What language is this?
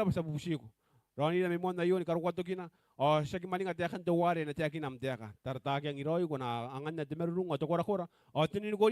Gilbertese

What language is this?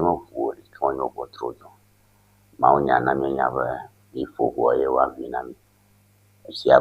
Ewe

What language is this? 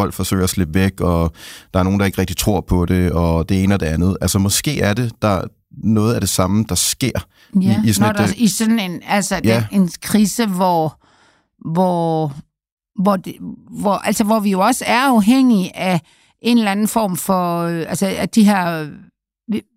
Danish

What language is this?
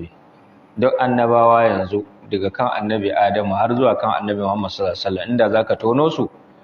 Hausa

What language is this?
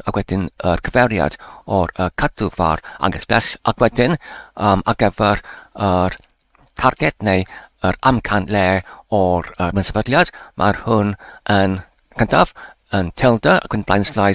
Welsh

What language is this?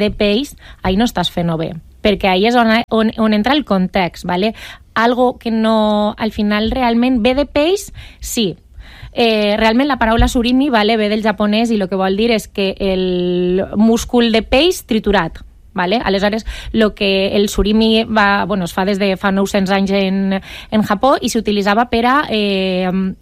Catalan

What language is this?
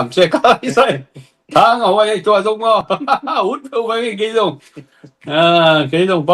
Tedim Chin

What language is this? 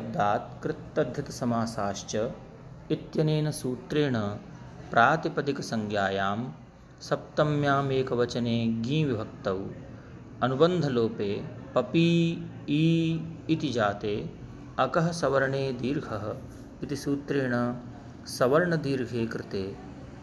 Sanskrit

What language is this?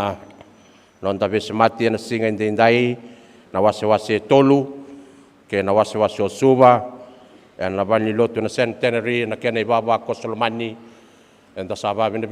Fijian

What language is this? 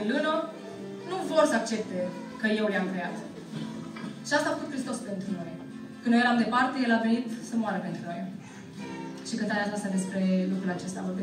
Romanian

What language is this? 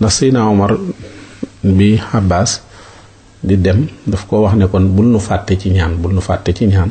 Wolof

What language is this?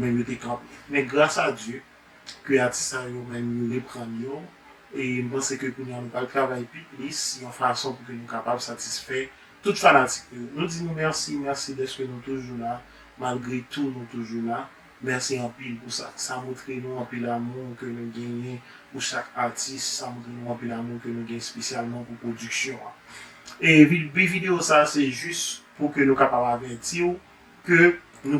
Haitian Creole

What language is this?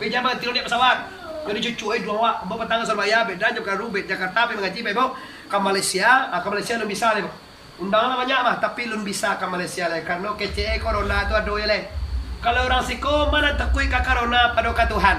Minangkabau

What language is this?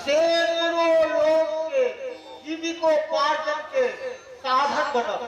Maithili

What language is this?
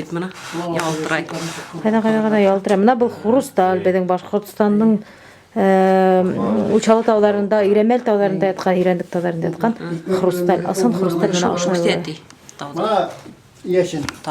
Bashkir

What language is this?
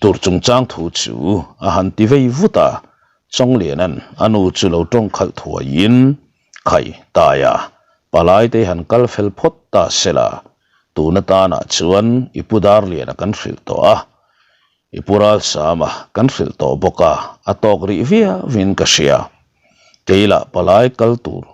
Mizo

